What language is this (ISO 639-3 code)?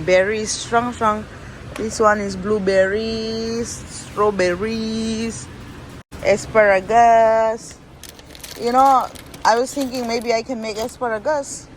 lus